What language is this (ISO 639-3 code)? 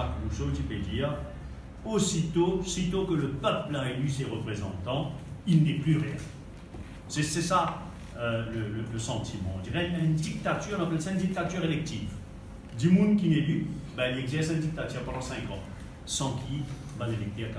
mfe